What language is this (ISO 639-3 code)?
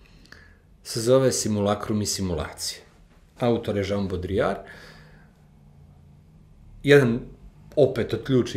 srp